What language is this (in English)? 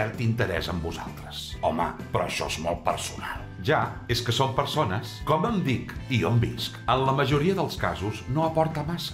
Catalan